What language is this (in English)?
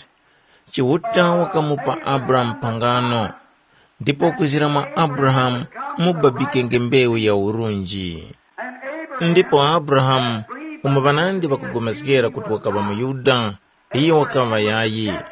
Tumbuka